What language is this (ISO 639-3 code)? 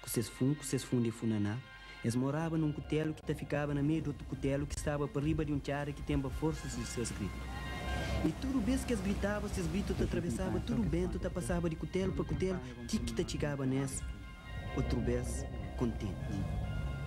kea